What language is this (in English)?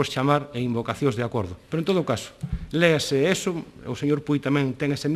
Galician